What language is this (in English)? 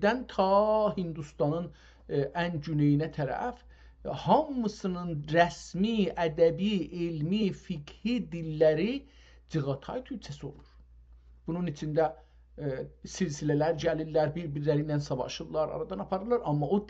South Azerbaijani